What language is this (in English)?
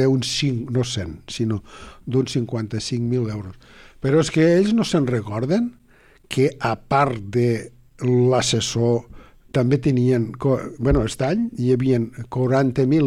Catalan